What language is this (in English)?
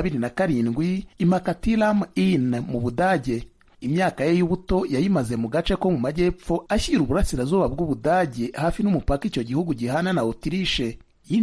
Kinyarwanda